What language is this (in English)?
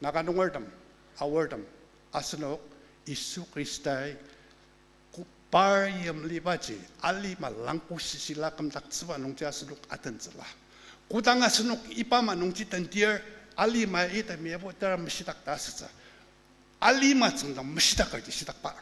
Ao Naga